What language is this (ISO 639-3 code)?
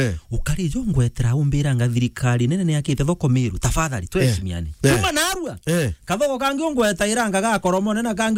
mer